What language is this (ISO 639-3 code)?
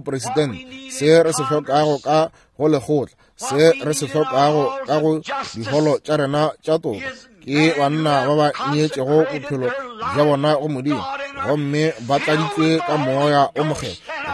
nso